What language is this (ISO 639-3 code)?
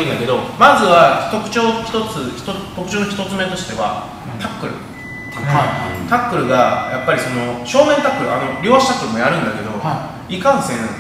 jpn